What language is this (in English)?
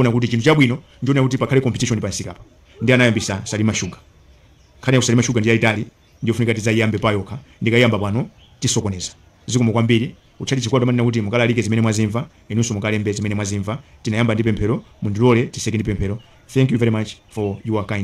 Nyanja